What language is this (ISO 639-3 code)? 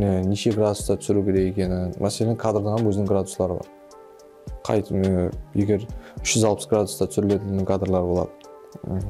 kaa